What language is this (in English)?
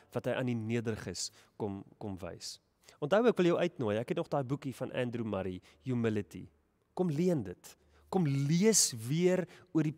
Afrikaans